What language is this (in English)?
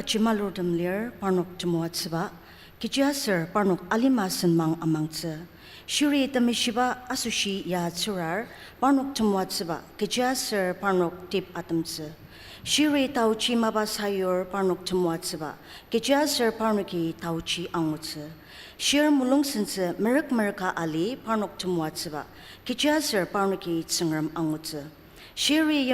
Ao Naga